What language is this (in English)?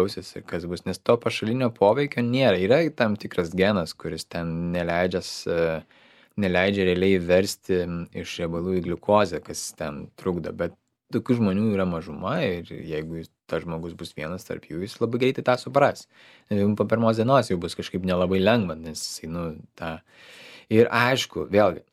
Lithuanian